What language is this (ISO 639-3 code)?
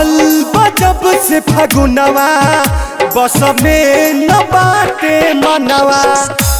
bho